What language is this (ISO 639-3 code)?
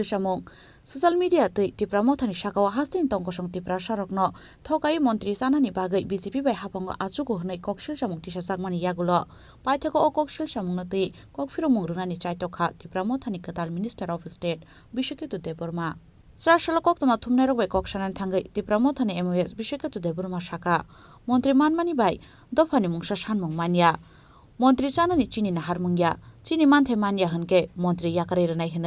trp